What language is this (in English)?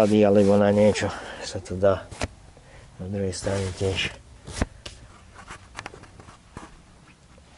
Slovak